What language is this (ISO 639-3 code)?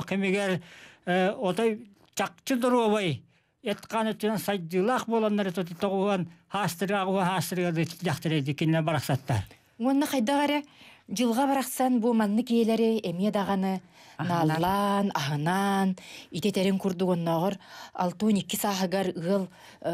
sah